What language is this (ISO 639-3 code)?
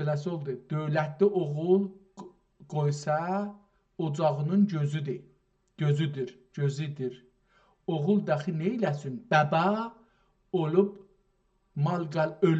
azb